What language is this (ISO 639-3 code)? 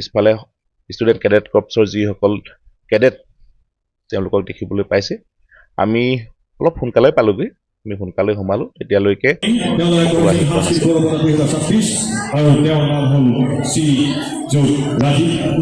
asm